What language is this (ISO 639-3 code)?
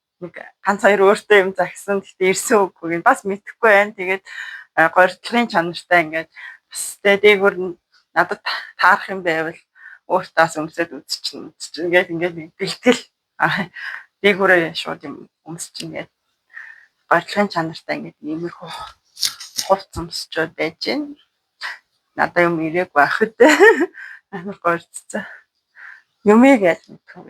mon